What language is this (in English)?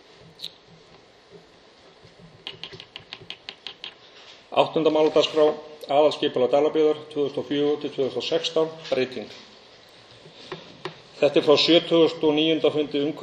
Icelandic